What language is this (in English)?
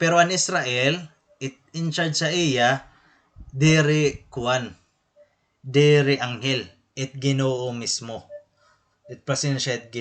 Waray